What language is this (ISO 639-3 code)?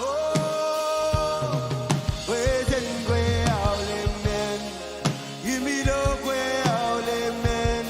mah